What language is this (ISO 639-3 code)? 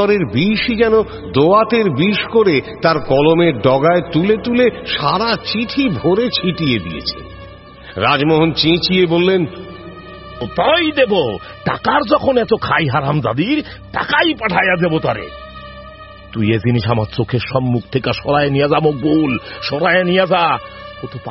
ben